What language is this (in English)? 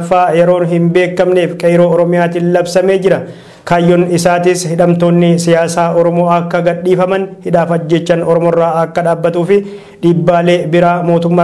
Oromo